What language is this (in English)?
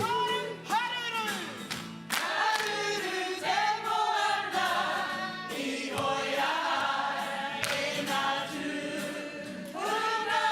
Māori